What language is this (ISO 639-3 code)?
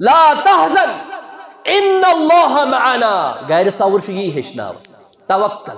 kas